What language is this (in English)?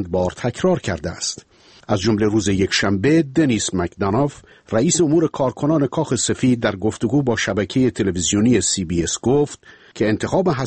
Persian